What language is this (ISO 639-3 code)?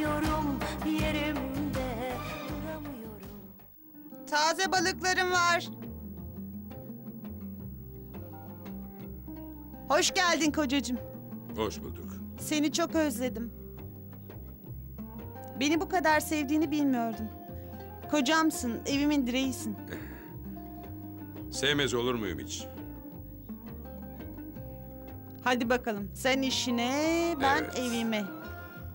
tur